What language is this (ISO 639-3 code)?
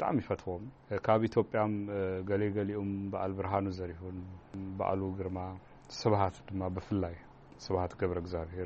tir